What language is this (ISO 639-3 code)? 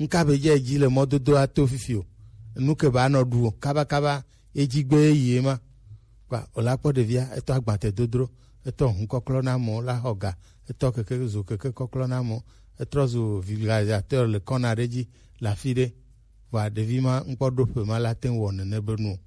gej